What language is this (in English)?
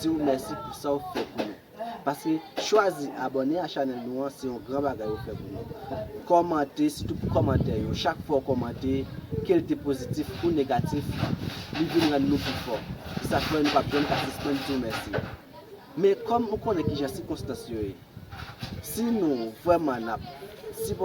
Haitian Creole